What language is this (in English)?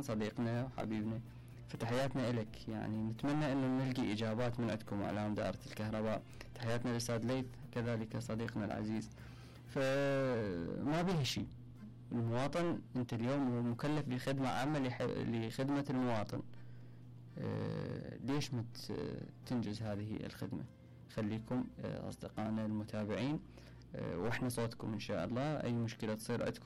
Mesopotamian Arabic